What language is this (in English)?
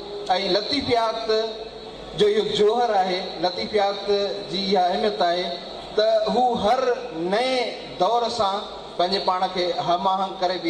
Sindhi